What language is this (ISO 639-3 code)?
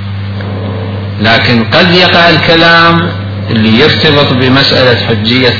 ara